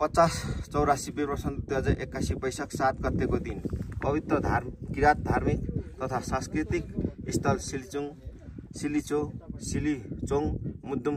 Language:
Nepali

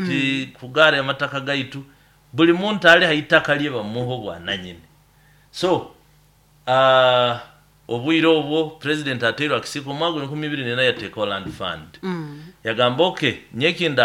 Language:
Nyoro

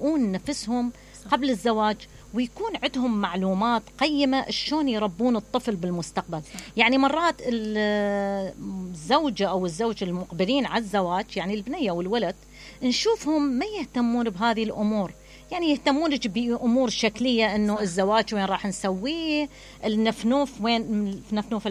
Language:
Mesopotamian Arabic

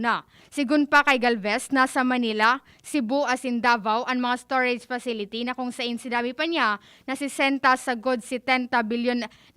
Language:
Bikol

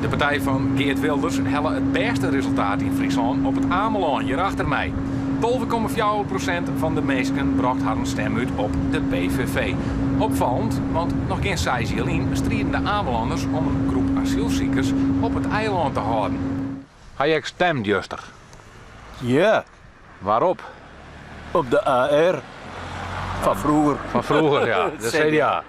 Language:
Western Frisian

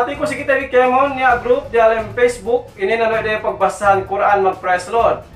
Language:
Yakan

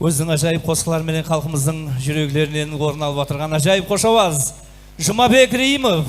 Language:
Kara-Kalpak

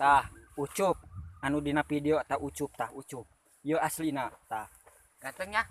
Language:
Sundanese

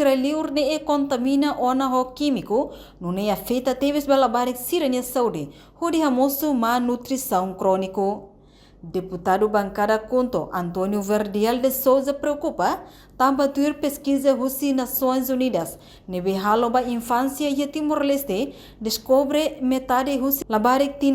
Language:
Tetum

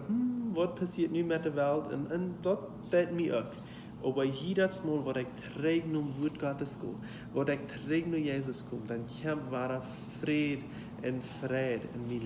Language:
Plautdietsch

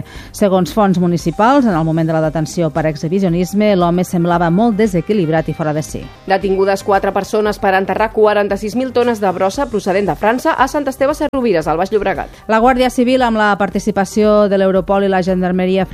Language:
Catalan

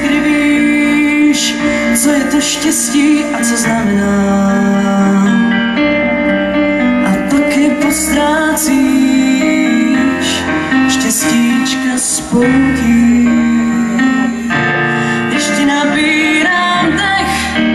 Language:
Czech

